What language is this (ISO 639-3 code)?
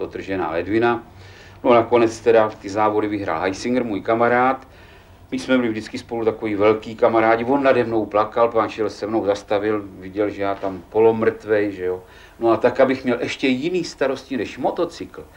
ces